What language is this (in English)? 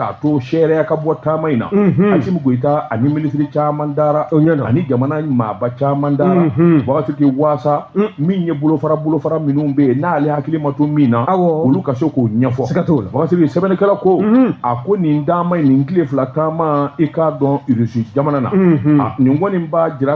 Bambara